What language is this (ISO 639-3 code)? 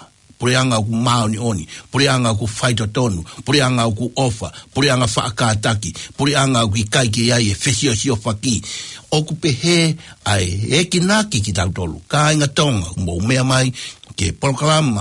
ton